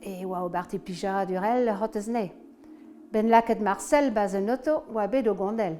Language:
Breton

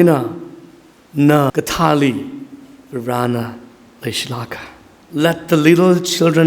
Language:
Tangkhul Naga (India)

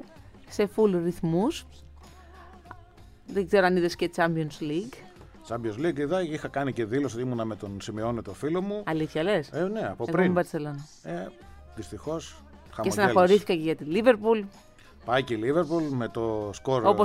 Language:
Greek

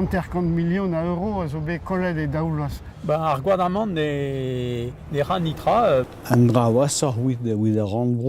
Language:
Breton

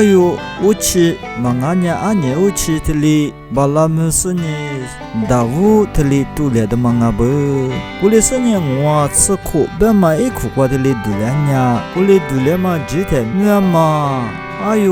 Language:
Lisu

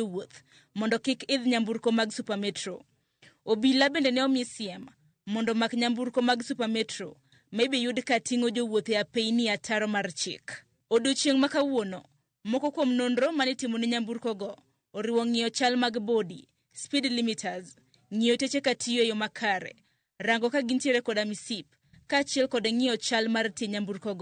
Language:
Luo (Kenya and Tanzania)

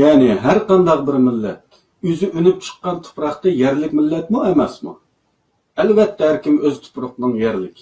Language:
Uyghur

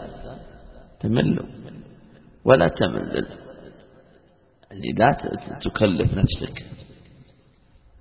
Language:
Arabic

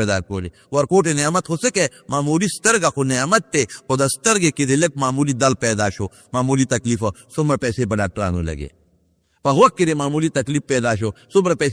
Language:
Pashto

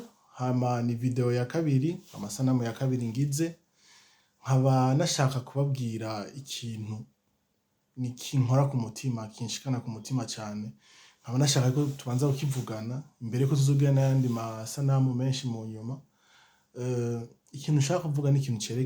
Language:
Rundi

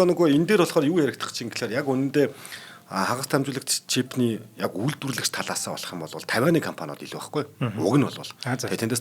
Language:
Mongolian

